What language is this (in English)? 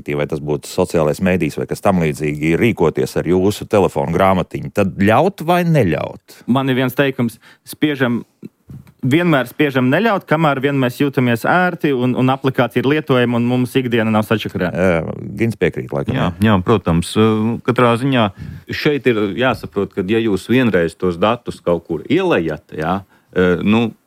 Latvian